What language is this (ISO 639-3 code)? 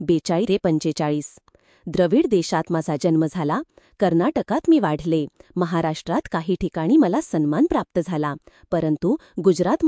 mar